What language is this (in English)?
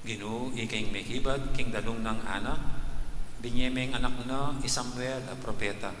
Pampanga